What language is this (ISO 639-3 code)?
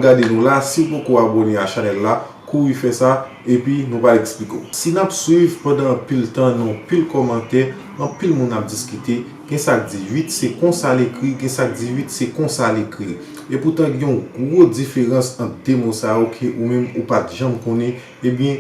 hat